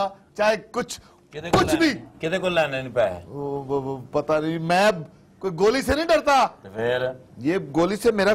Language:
Urdu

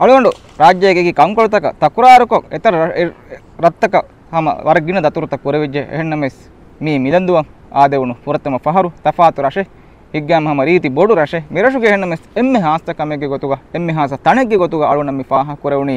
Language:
Divehi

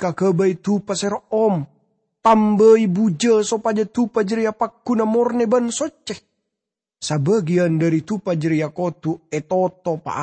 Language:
Madurese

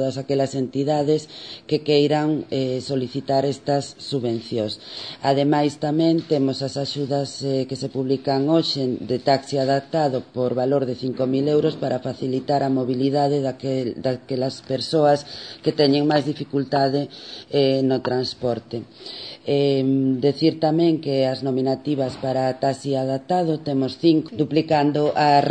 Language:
Galician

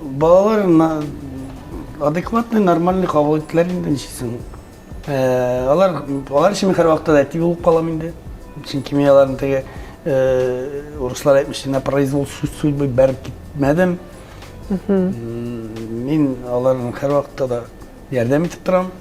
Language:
Tatar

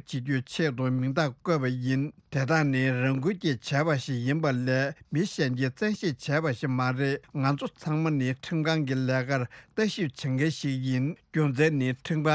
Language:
Tibetan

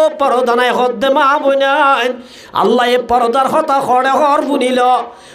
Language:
Rohingya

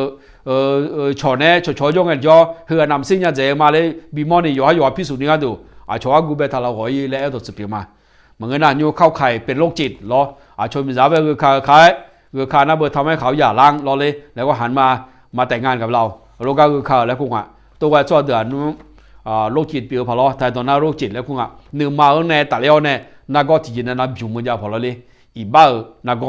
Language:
Akha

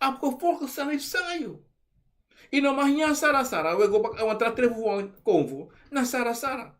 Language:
Sranan Tongo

